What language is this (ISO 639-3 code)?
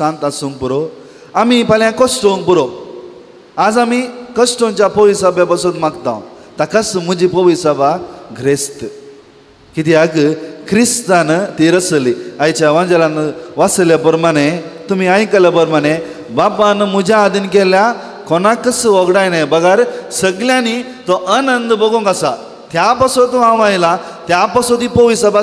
kok